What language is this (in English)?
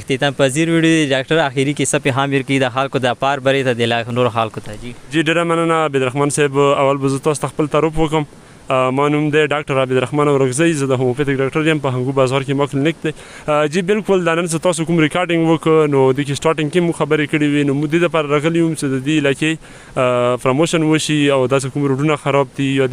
Pashto